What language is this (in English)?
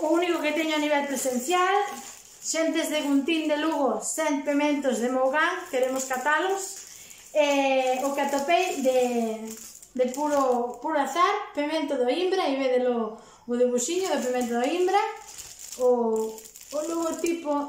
Galician